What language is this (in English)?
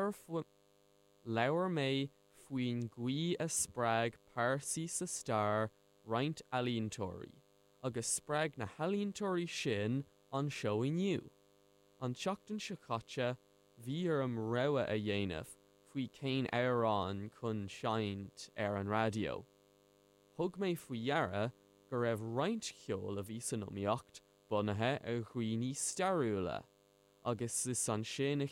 Irish